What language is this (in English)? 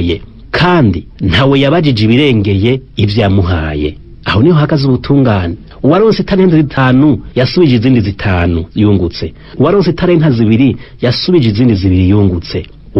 Rundi